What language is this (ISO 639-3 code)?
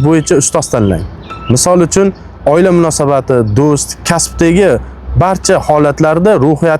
uzb